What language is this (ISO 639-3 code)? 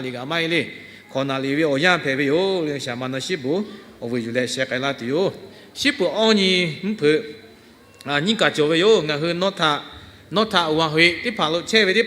lhu